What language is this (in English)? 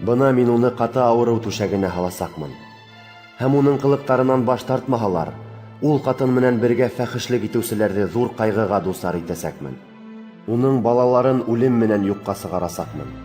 Bashkir